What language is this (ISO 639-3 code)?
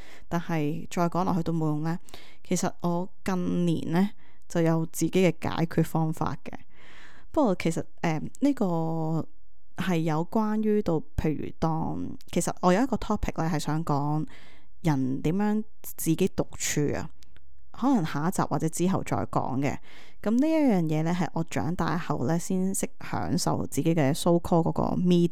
yue